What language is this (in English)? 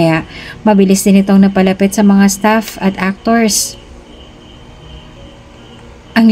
Filipino